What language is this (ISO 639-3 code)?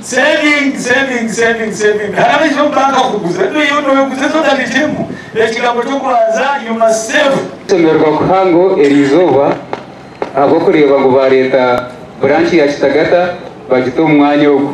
nyn